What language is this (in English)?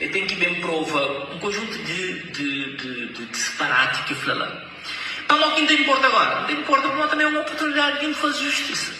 Kabuverdianu